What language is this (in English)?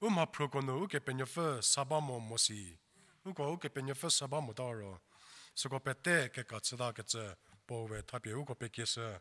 Angami Naga